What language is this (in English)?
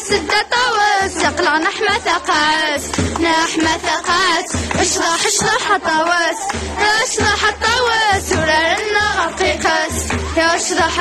Kabyle